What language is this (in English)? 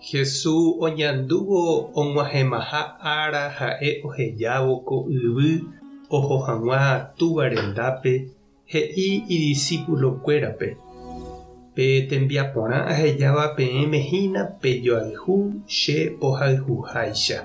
Guarani